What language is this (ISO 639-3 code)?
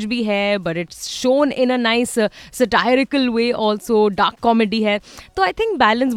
hin